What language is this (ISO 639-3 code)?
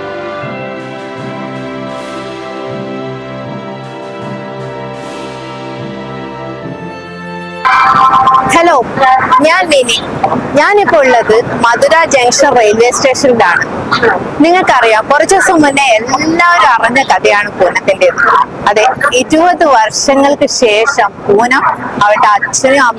mal